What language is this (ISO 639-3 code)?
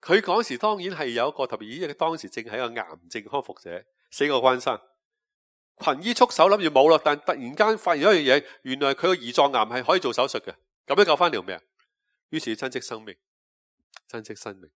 yue